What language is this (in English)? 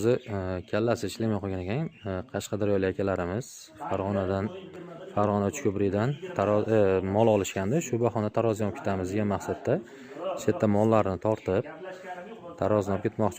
Uzbek